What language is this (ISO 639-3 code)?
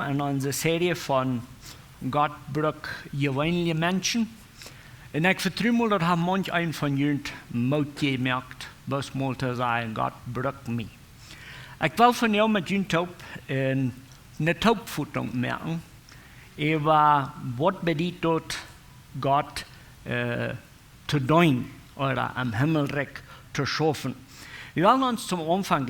pdt